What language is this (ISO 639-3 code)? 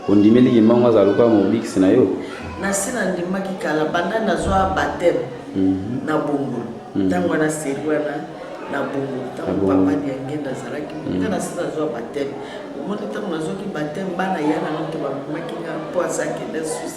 lin